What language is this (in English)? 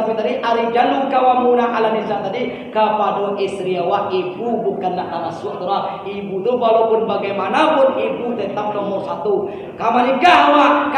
Minangkabau